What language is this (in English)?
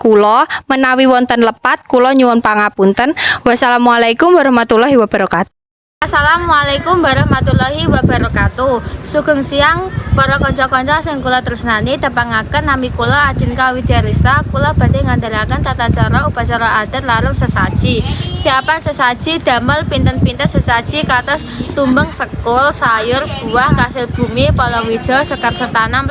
Javanese